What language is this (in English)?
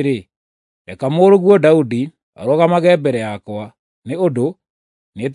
Kikuyu